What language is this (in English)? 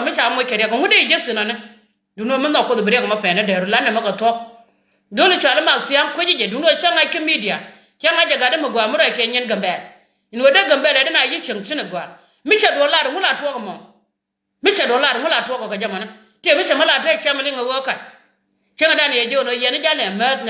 Nuer